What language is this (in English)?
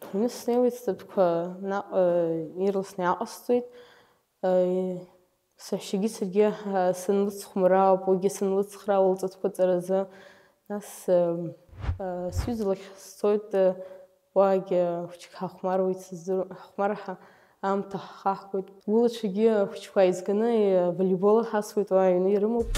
Abkhazian